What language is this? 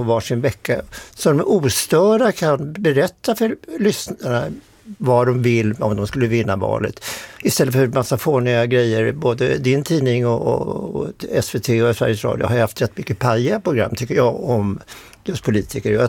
Swedish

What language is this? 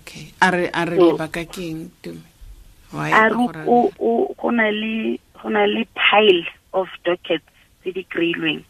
Tswana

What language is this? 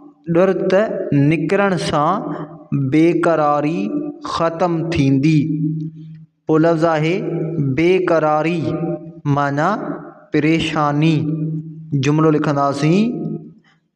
Sindhi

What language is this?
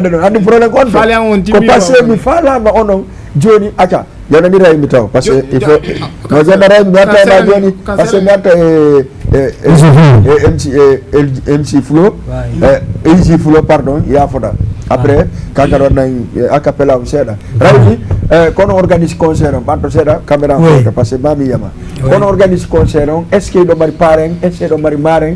Fula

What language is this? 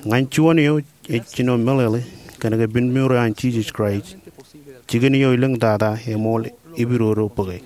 Marshallese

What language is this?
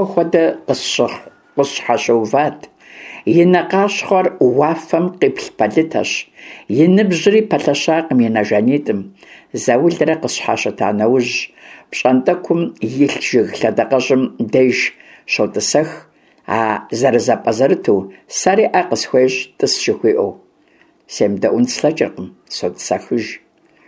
Kabardian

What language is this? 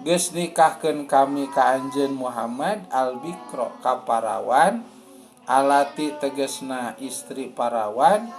Sundanese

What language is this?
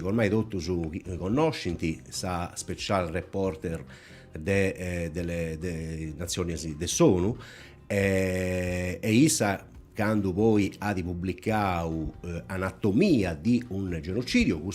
Sardinian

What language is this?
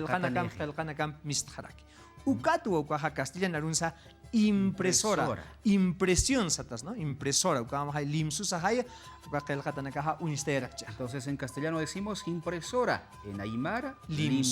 Aymara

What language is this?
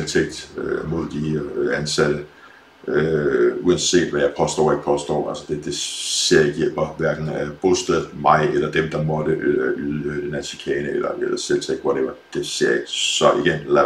Danish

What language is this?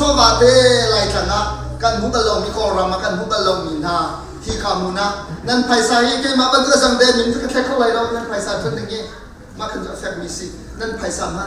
Hakha Chin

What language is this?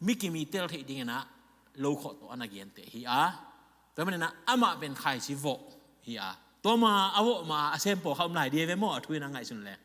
Tedim Chin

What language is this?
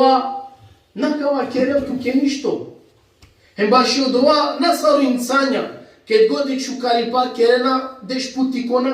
Balkan Romani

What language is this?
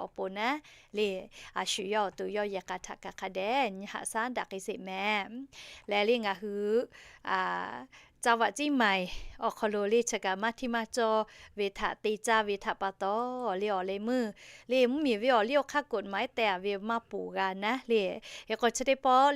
Lahu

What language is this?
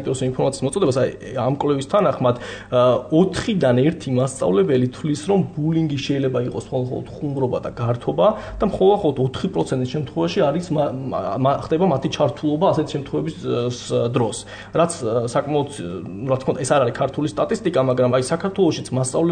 Georgian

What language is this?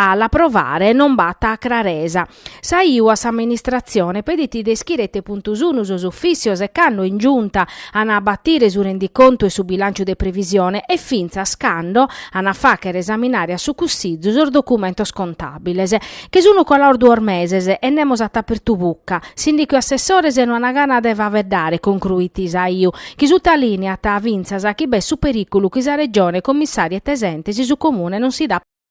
Sardinian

